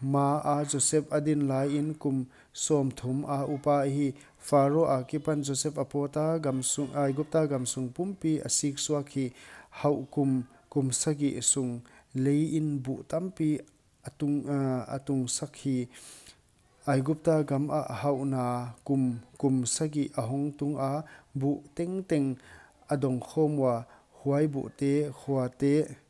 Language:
Paite Chin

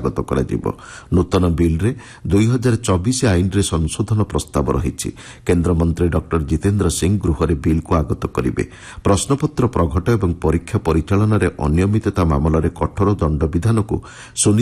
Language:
Odia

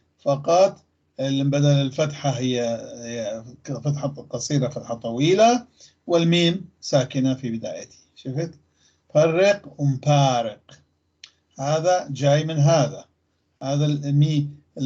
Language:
North Levantine Arabic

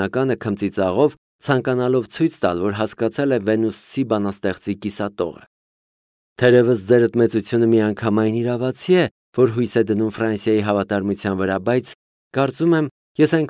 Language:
Armenian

